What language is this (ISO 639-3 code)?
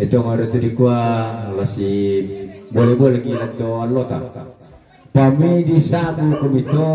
sda